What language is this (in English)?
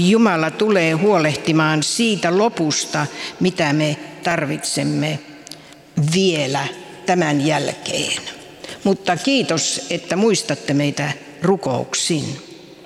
Finnish